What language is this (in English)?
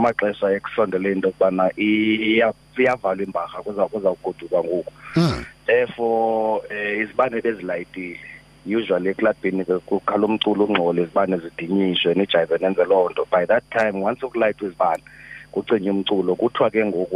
Xhosa